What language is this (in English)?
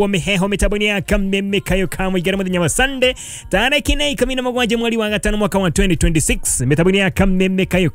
Kikuyu